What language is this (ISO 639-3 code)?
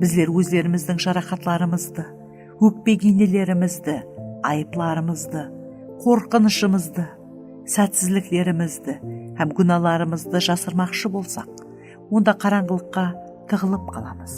kaa